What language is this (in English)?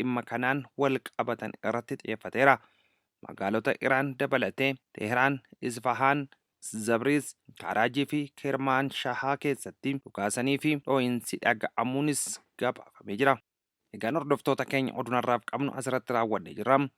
Oromo